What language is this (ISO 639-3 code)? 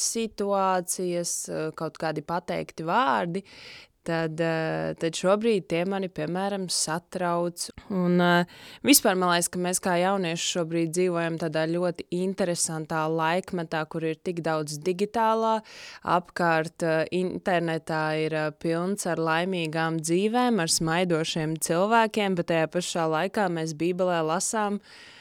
lav